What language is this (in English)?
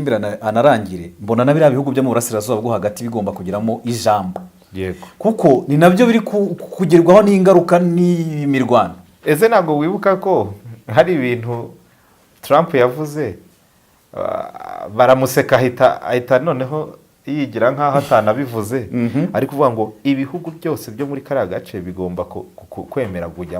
Kinyarwanda